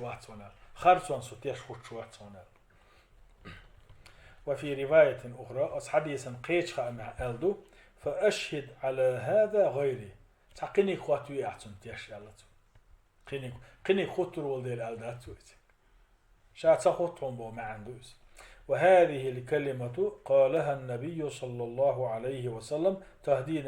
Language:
Chechen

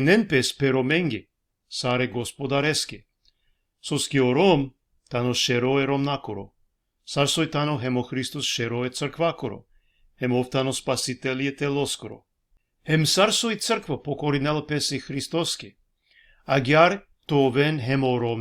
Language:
Balkan Romani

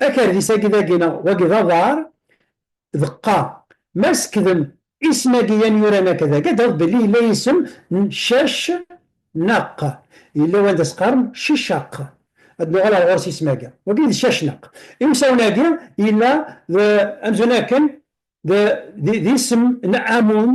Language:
Kabyle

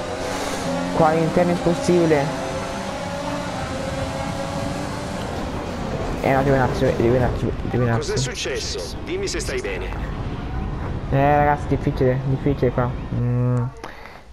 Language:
Italian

